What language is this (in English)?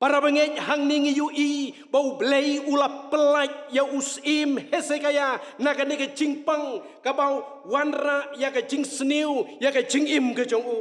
Khasi